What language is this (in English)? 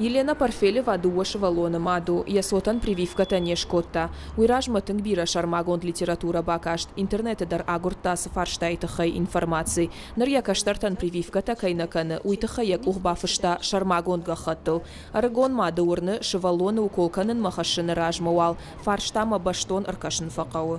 Ossetic